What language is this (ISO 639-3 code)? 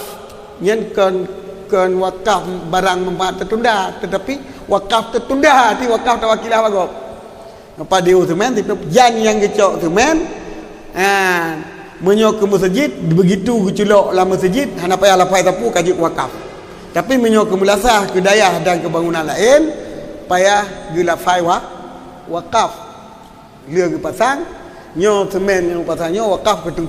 ace